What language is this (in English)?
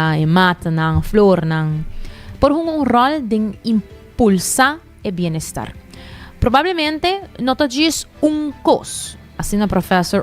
Papiamento